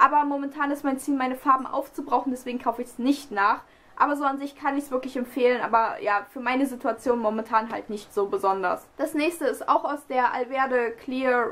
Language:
German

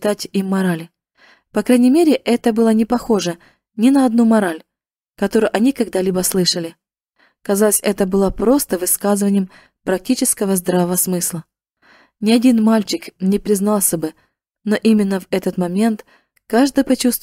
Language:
Russian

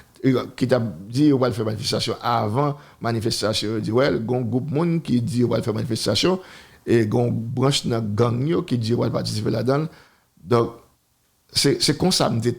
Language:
Haitian Creole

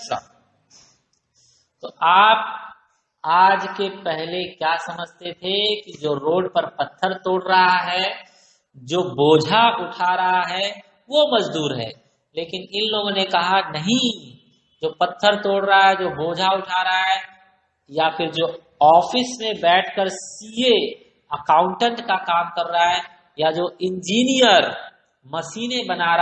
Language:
Hindi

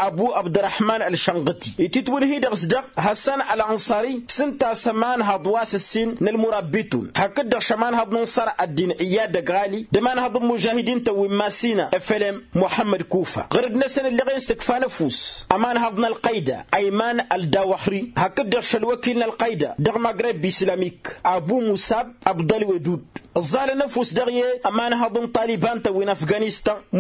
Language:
Tamasheq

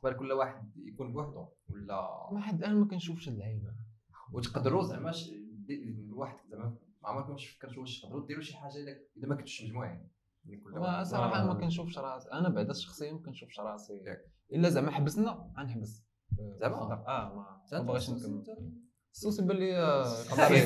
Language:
Moroccan Arabic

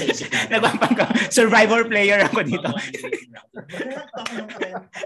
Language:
Filipino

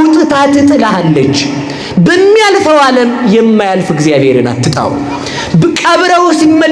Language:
Amharic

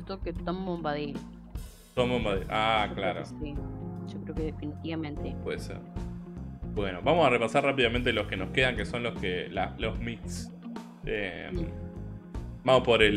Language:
Spanish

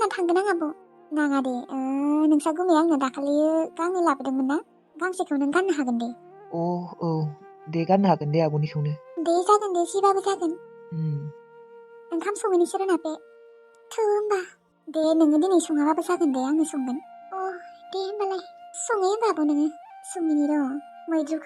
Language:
Bodo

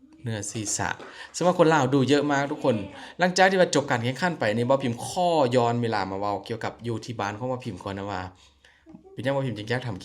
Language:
Lao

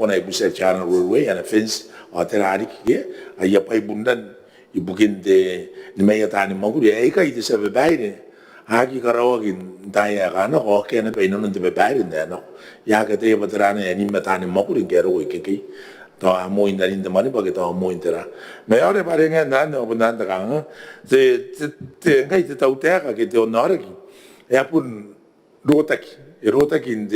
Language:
Gilbertese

